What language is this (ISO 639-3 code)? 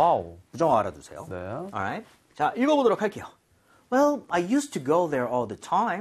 kor